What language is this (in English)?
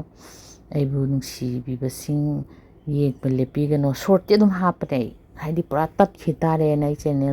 Manipuri